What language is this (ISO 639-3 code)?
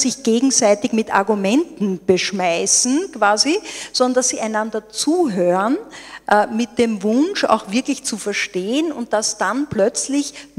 deu